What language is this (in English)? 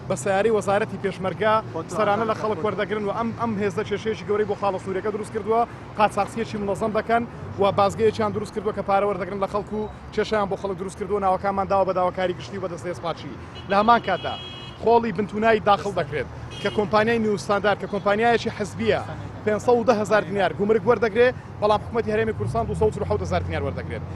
Central Kurdish